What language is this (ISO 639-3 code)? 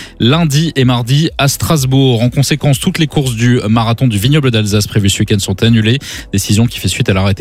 fra